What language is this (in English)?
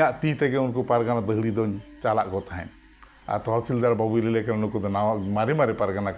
Santali